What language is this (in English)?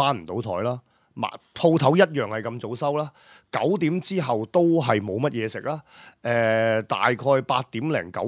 Cantonese